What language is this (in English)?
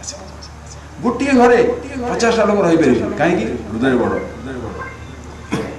Odia